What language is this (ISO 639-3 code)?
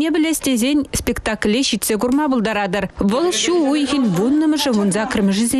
chv